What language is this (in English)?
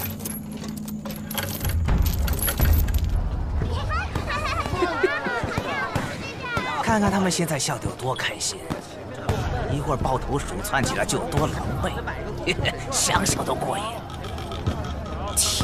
Chinese